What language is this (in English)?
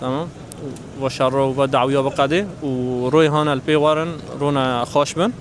Kurdish